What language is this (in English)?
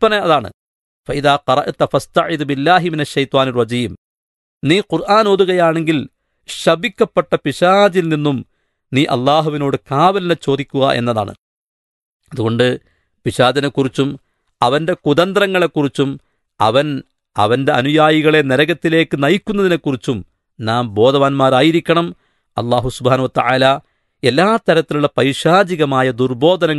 Malayalam